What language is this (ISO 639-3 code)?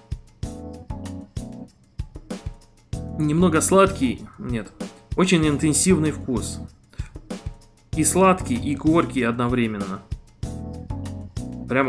rus